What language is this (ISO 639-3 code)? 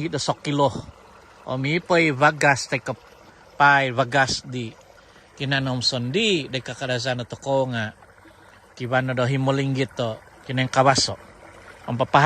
dtp